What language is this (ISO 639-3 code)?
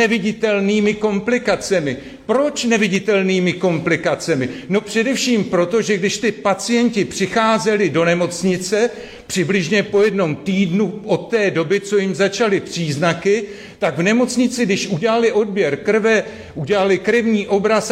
ces